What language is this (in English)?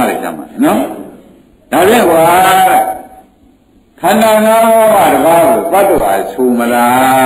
Burmese